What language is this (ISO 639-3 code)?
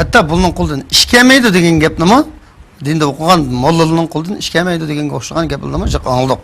uig